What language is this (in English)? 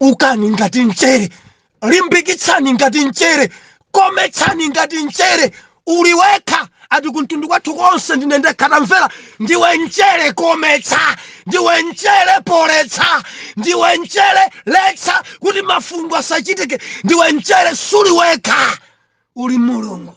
Nyanja